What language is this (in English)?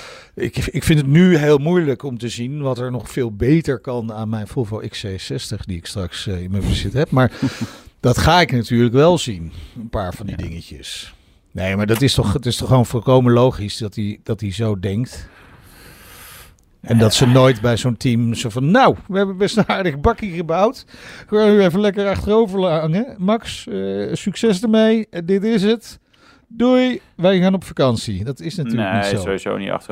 Dutch